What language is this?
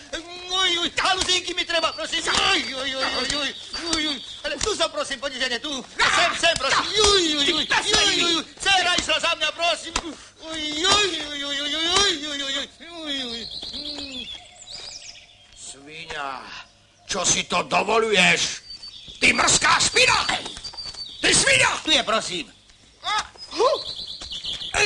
Slovak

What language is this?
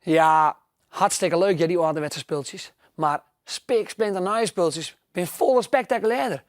Western Frisian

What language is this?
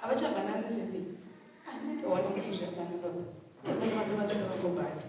Venda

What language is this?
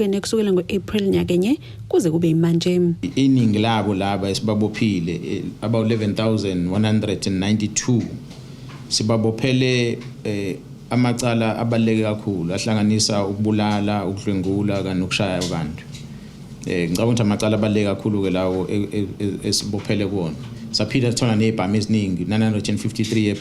Zulu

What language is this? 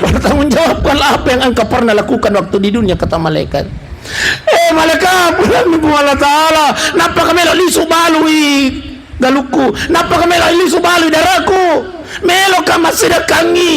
Buginese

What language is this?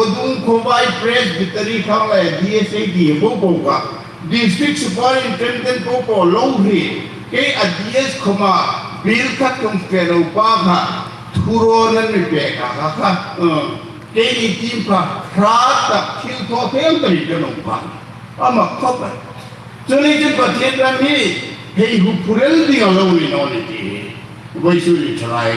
Hmar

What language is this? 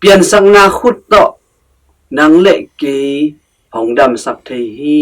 Tedim Chin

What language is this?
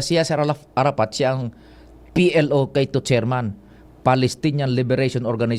Bikol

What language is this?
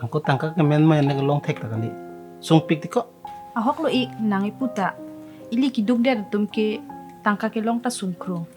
Karbi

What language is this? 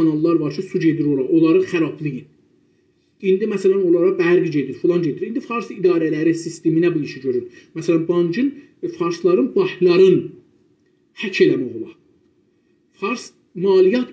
South Azerbaijani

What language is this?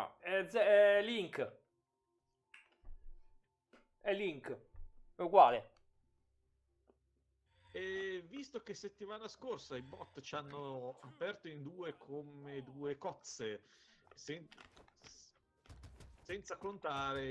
Italian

